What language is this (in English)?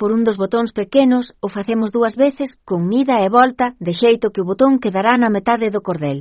Galician